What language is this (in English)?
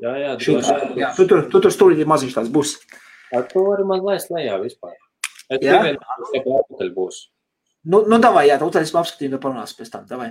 Latvian